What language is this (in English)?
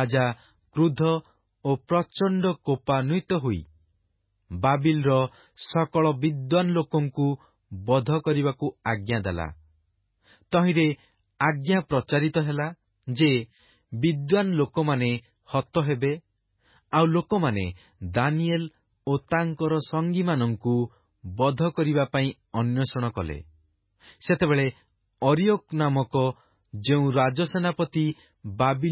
Odia